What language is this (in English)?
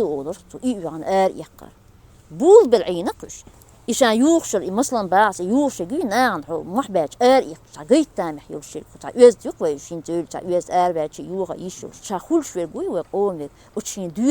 Chechen